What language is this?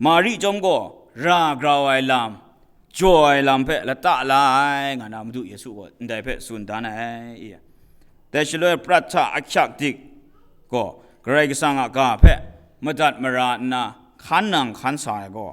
Kachin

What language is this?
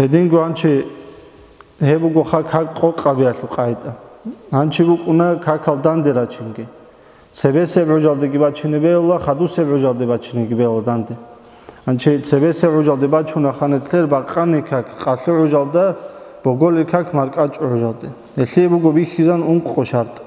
Avaric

